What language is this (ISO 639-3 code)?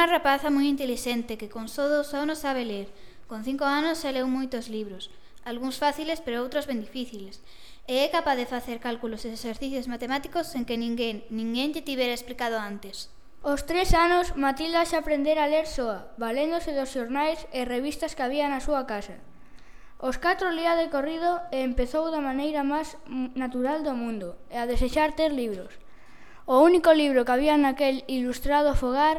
glg